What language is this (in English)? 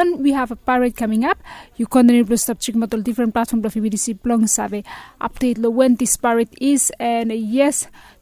Bislama